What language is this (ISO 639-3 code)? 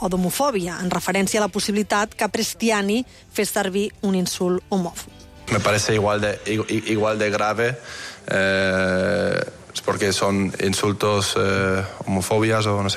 cat